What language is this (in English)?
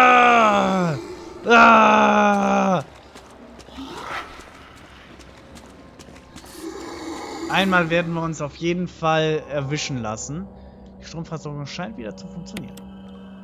German